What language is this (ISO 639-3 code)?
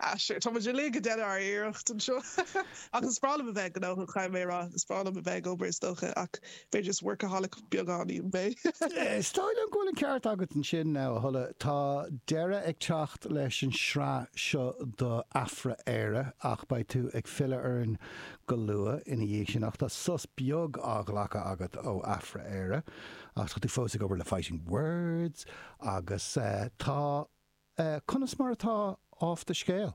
gle